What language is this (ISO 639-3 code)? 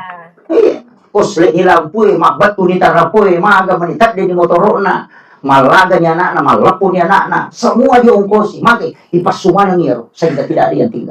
bug